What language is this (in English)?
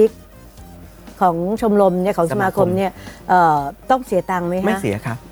Thai